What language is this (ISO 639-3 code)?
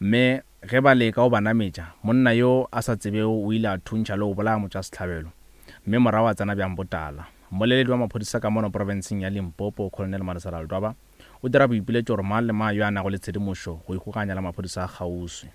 nso